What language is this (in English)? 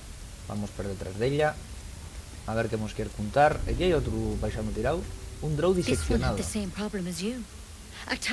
Asturian